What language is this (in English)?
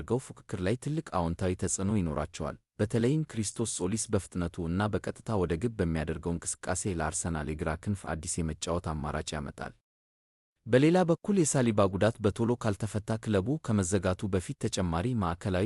Amharic